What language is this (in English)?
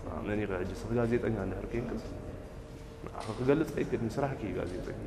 Tigrinya